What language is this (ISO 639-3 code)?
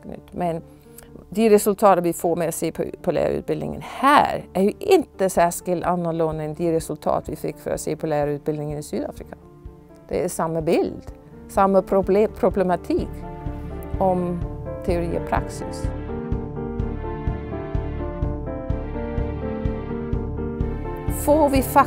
swe